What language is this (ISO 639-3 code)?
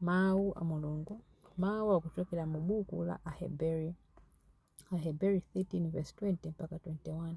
nya